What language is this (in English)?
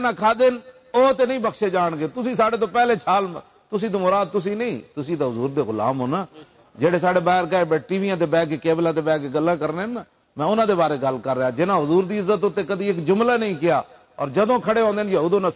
Western Panjabi